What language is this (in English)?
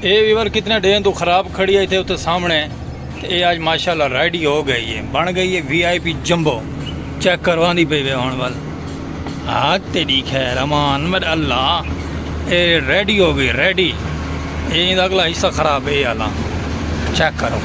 Saraiki